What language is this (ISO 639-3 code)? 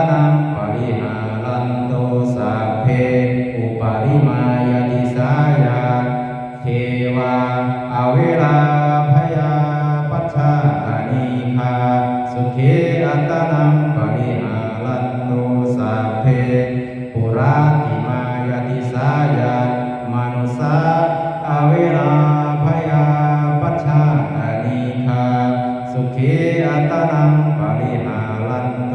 pli